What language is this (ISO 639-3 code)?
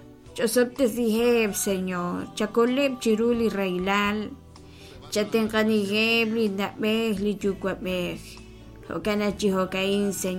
kek